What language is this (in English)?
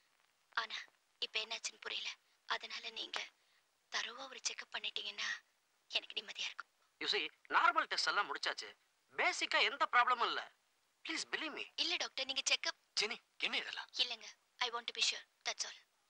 Tamil